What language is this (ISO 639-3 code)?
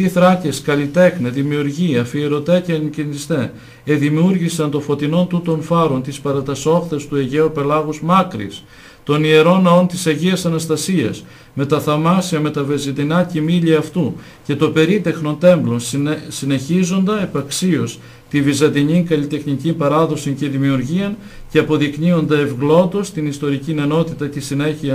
ell